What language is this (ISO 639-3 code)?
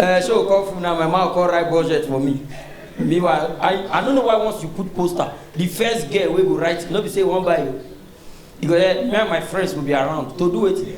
pcm